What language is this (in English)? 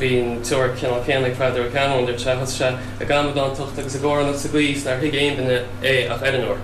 Irish